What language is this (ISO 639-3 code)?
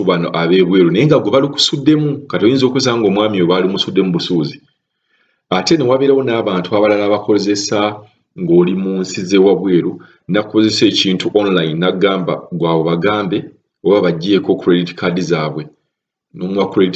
lug